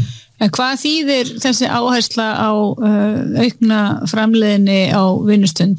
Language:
Icelandic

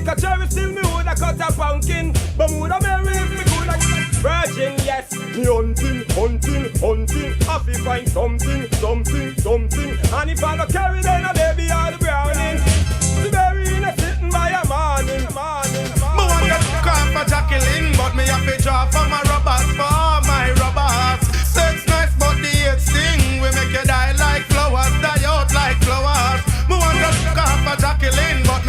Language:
Jamaican Creole English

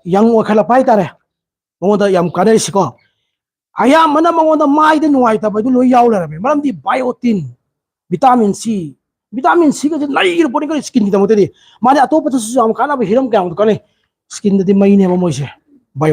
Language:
Manipuri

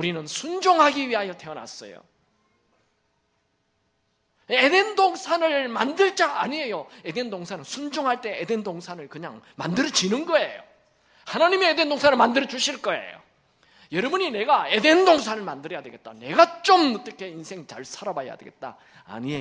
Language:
Korean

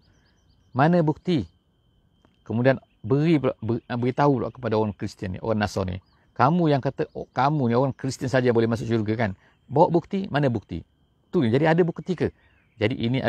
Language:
Malay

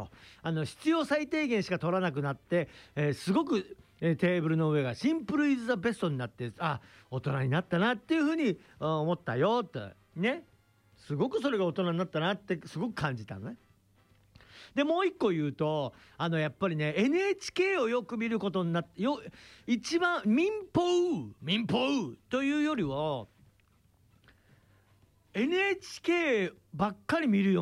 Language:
Japanese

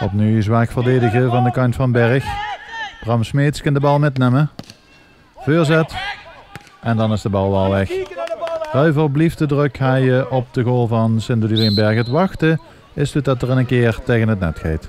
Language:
Limburgish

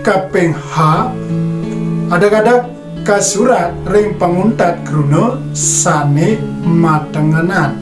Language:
Balinese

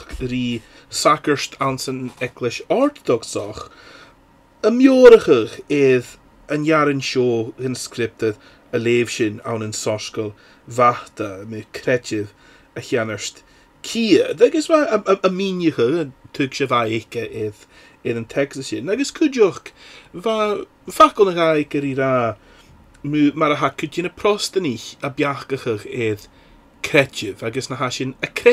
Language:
Scottish Gaelic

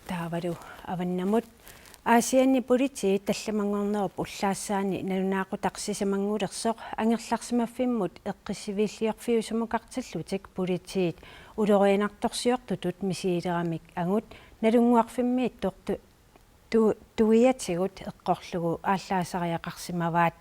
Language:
Kalaallisut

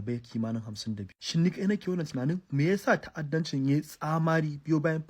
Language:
Hausa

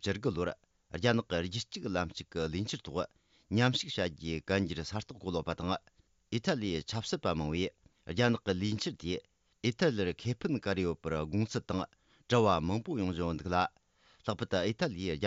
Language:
Tibetan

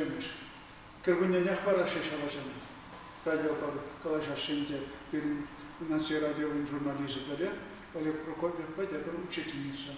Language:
Chuvash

